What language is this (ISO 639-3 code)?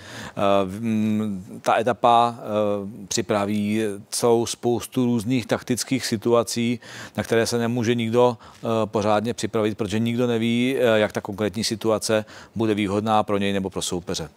ces